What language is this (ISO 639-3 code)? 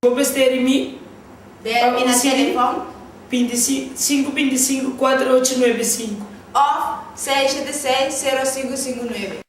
pap